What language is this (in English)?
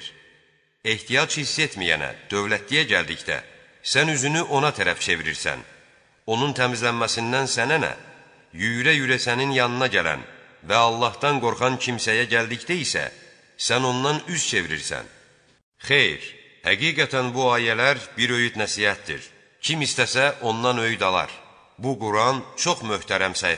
Azerbaijani